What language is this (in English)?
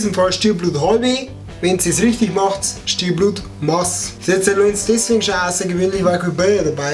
Bavarian